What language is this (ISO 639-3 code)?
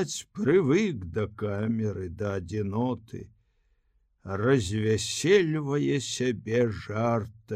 bel